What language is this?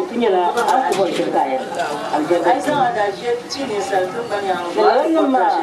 Dagbani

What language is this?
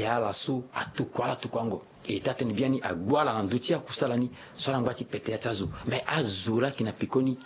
Sango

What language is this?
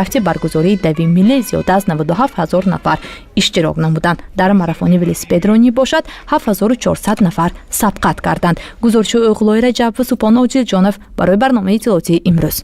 Tajik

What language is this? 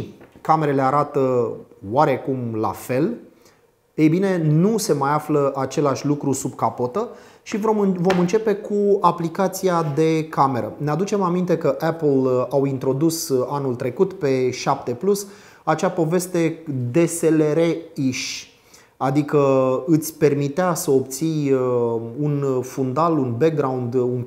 Romanian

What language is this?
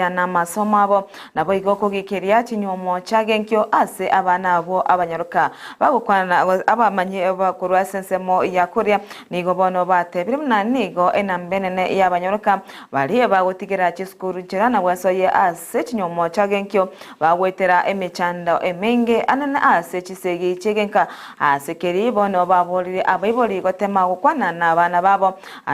Gusii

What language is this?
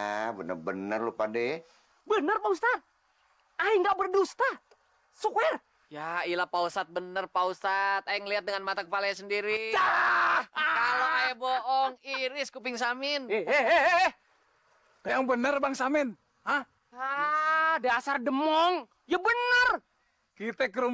Betawi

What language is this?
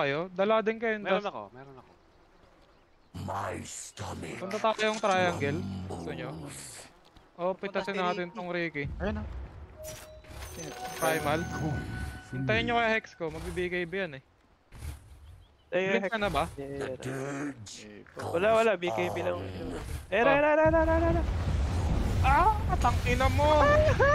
Filipino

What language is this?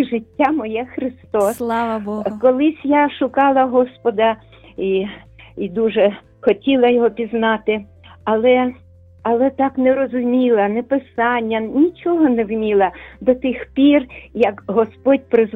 Ukrainian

